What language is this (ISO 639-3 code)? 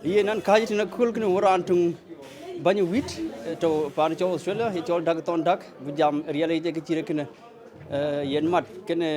din